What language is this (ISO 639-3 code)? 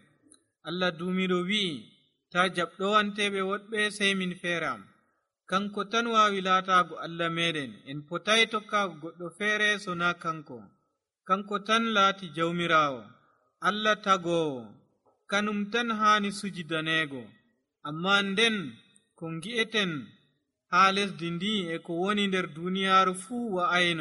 fuv